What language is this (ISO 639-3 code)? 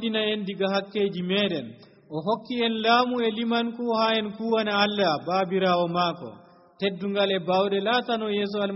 fuv